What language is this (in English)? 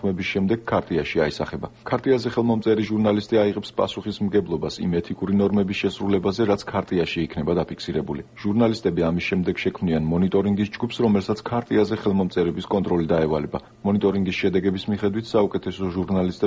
Georgian